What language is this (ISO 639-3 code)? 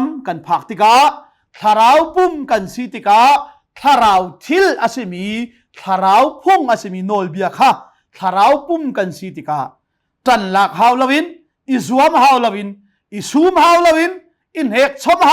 cnh